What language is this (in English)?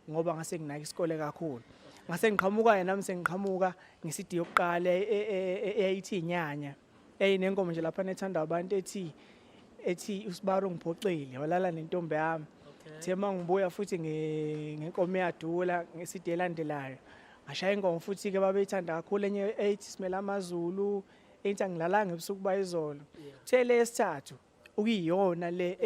Zulu